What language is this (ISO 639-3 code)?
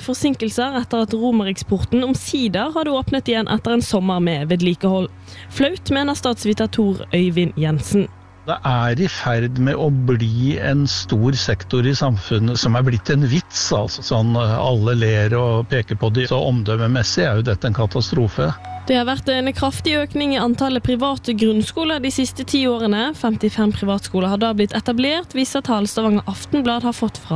nor